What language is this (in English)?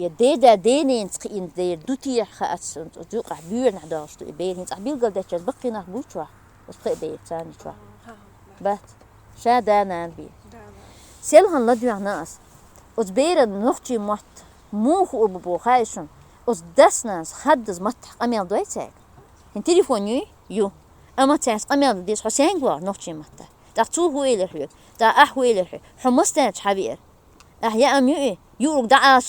Chechen